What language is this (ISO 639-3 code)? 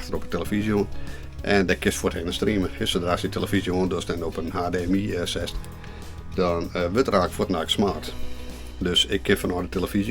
fry